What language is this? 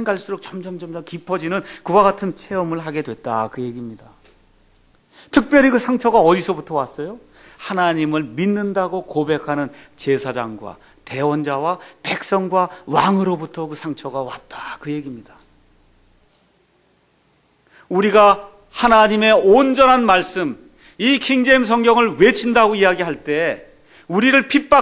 Korean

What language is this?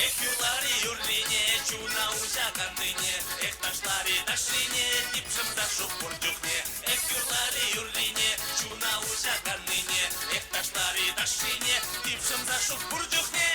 Chuvash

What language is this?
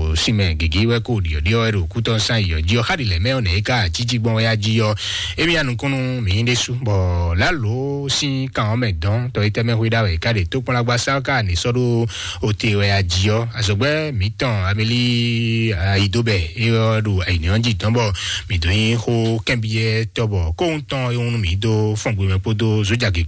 Fon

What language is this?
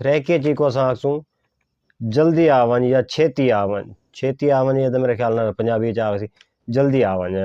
Saraiki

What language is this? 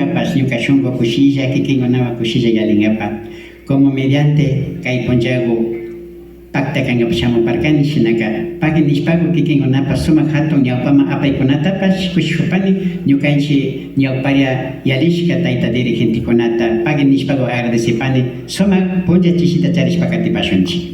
Imbabura Highland Quichua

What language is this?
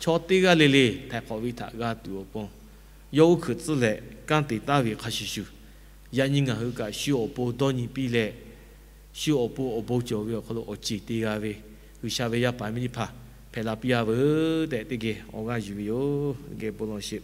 Lahu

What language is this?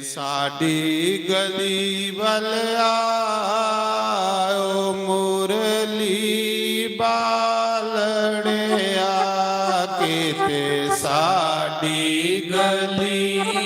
Dogri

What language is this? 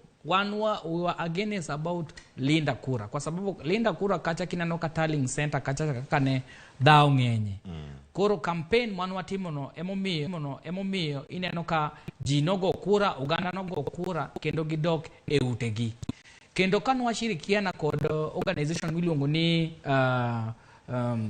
Luo (Kenya and Tanzania)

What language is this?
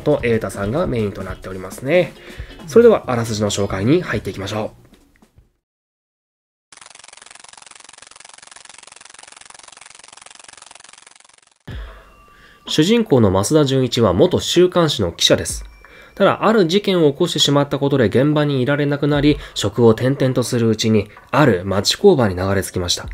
Japanese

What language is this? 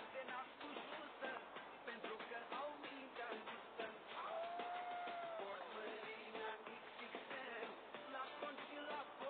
Romanian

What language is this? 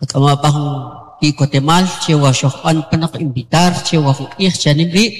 Kʼicheʼ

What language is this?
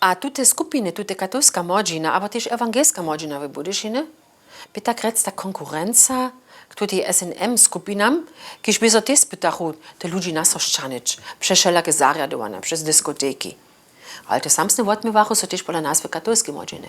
Upper Sorbian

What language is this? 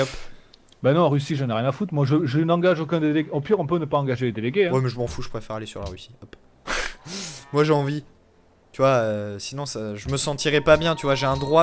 French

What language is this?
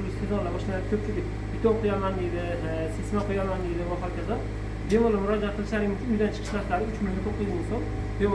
Uzbek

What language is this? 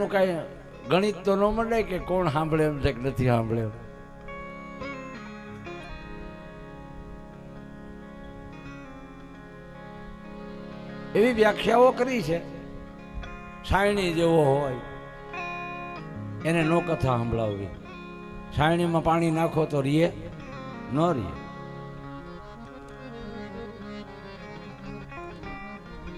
Gujarati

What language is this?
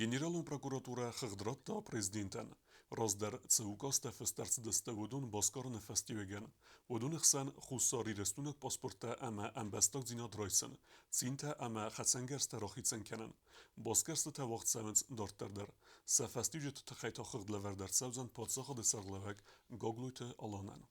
Ossetic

